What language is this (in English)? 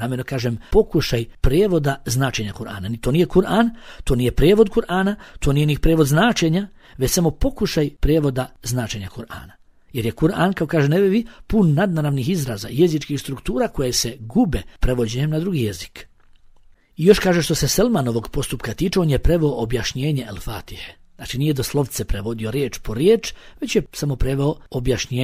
Bosnian